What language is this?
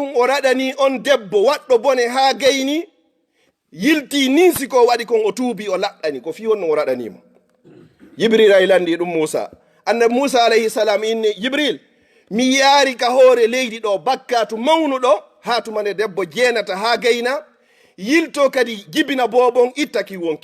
Fula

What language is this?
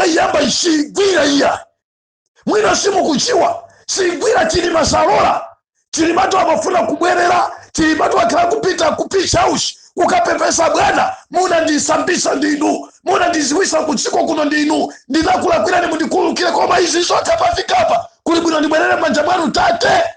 Nyanja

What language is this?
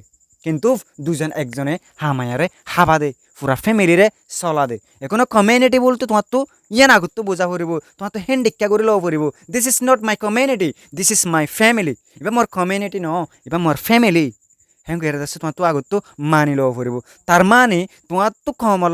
Rohingya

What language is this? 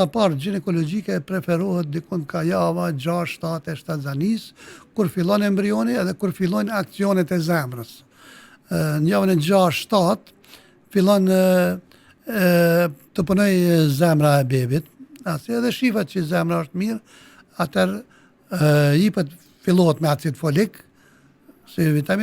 Albanian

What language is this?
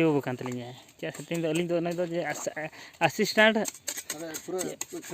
Santali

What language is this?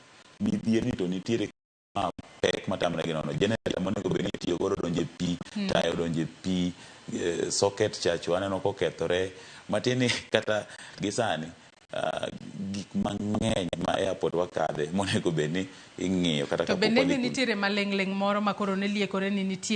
Luo (Kenya and Tanzania)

